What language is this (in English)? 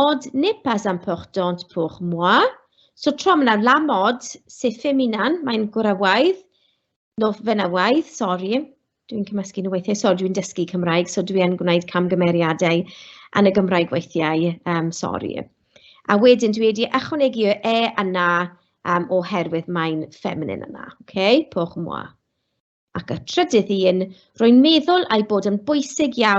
Welsh